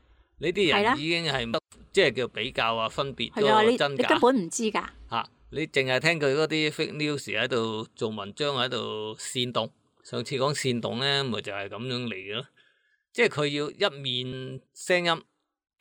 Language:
Cantonese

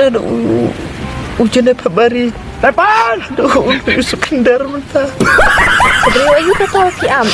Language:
Khasi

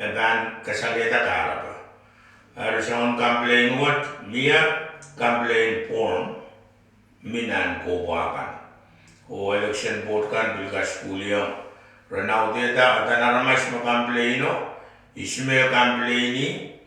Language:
Pohnpeian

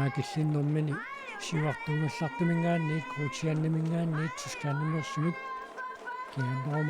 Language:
Kalaallisut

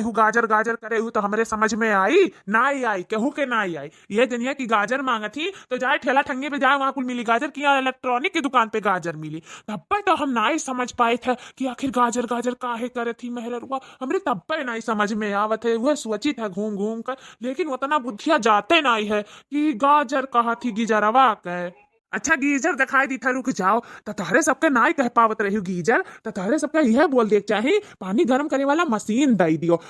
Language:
Awadhi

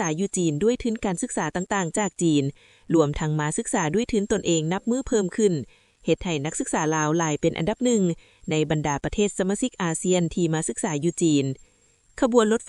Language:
Lao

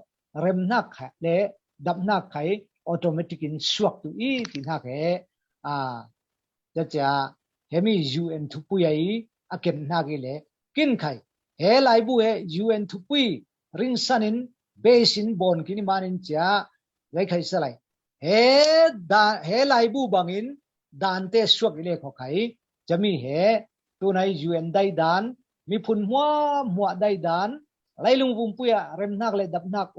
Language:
Falam Chin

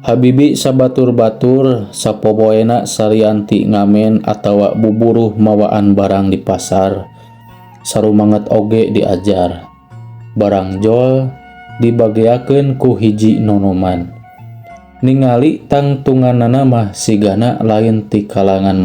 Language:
Sundanese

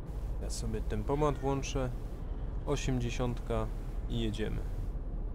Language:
Polish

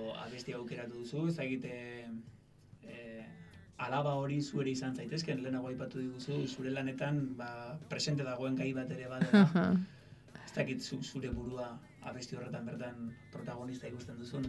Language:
Basque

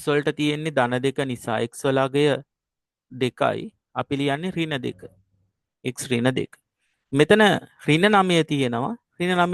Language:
Sinhala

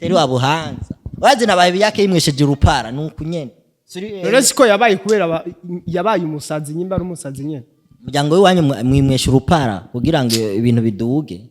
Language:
Rundi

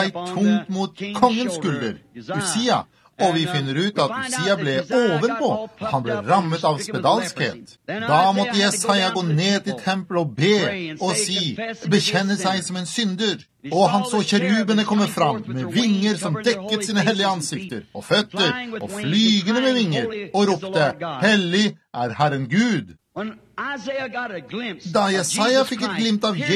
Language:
Norwegian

